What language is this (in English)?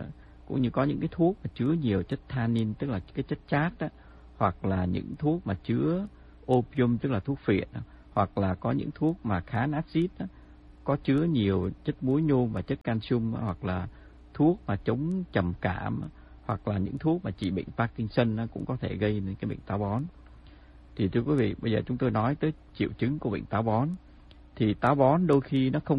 Vietnamese